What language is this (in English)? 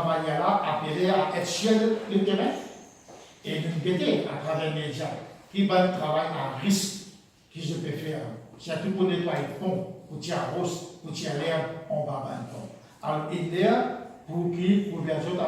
Morisyen